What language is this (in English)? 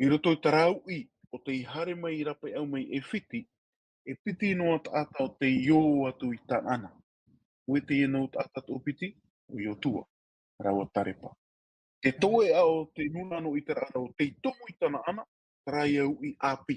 Tahitian